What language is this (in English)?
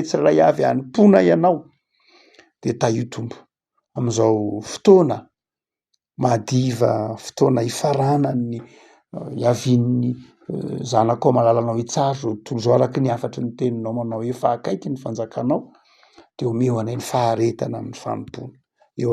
Malagasy